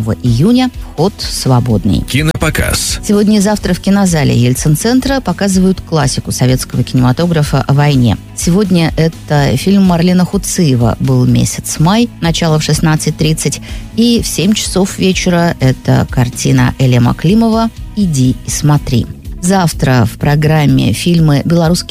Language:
Russian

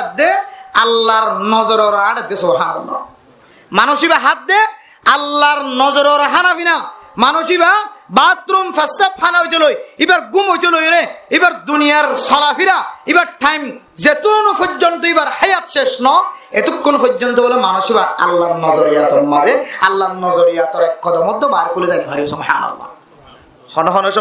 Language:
Rohingya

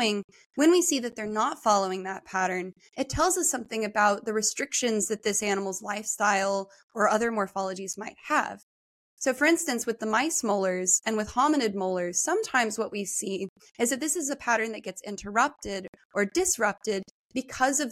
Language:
English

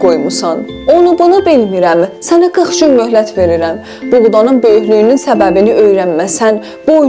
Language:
South Azerbaijani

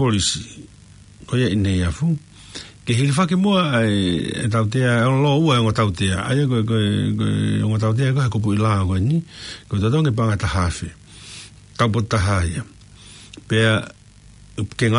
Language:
Tongan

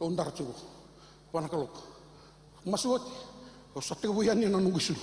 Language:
Fijian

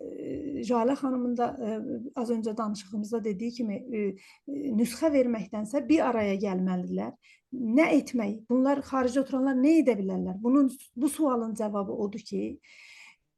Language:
South Azerbaijani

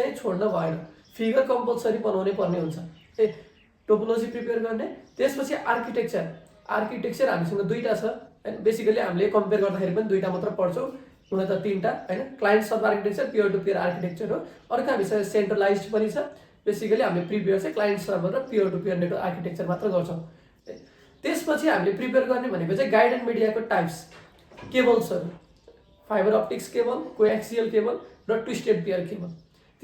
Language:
Nepali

